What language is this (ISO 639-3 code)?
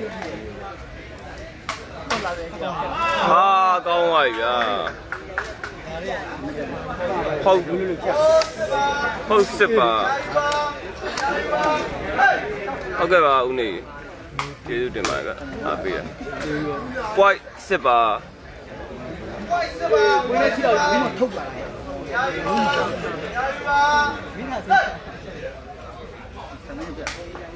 mya